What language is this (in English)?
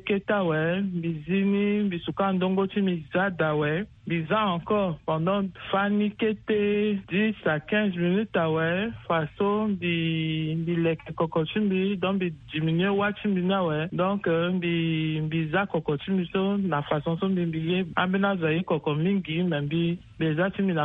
Sango